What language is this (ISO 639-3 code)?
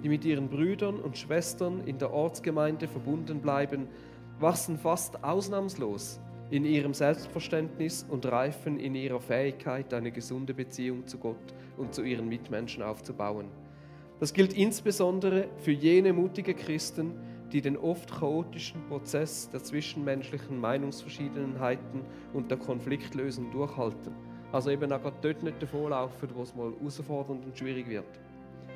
gsw